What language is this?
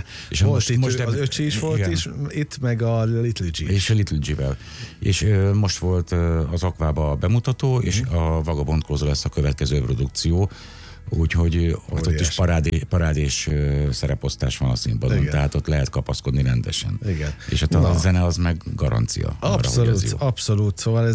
Hungarian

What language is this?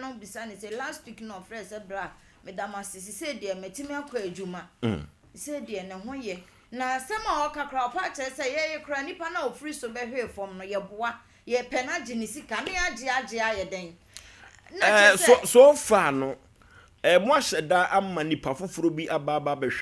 Akan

